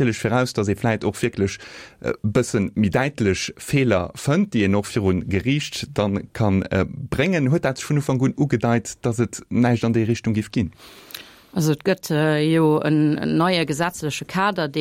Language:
Luxembourgish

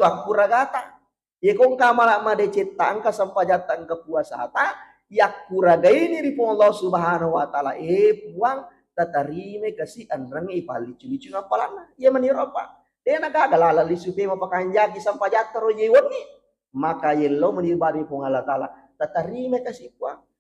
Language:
Buginese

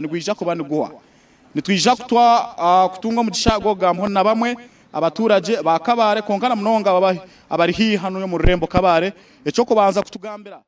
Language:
Nyankole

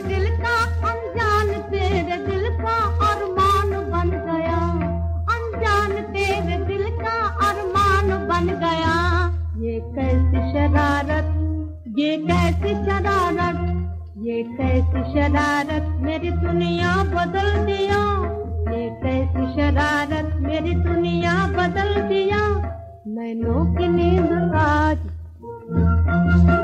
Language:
Hindi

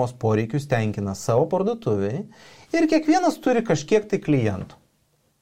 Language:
Lithuanian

